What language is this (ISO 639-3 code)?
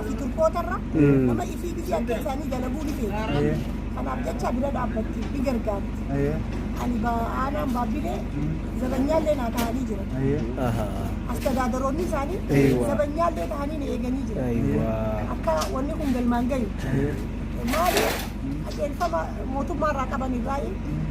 orm